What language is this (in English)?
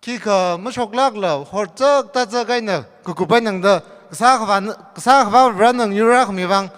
Tangkhul Naga (India)